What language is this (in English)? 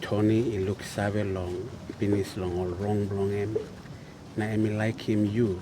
Tok Pisin